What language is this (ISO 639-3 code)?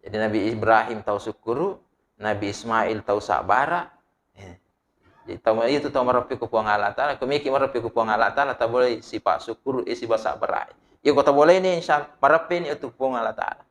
bug